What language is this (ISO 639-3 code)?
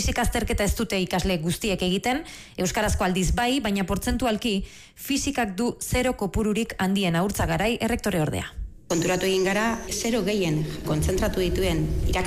eus